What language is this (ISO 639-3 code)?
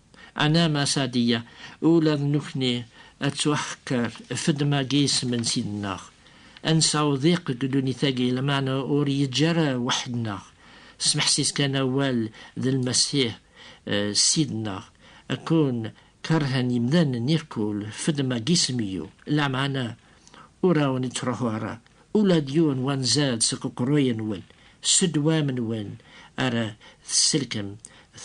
kab